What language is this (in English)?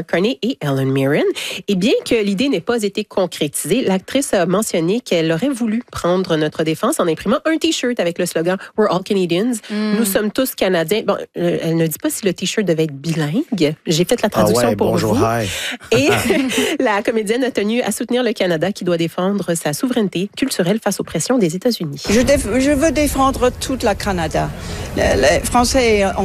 French